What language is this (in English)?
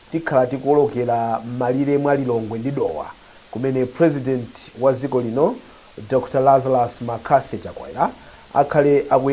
Nyanja